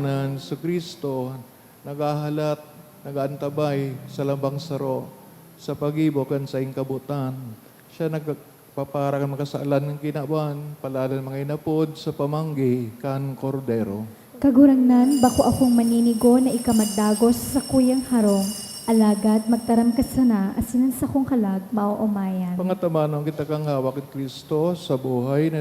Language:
Bikol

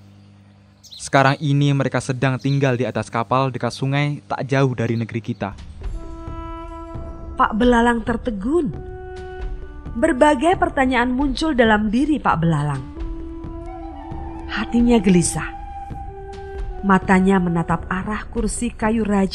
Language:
Indonesian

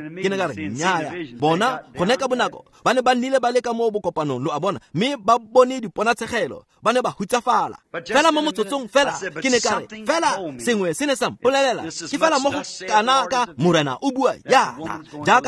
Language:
Tswana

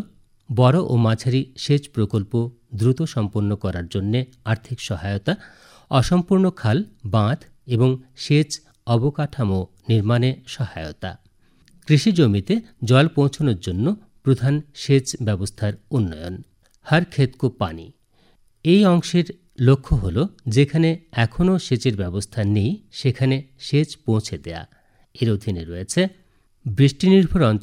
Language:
Bangla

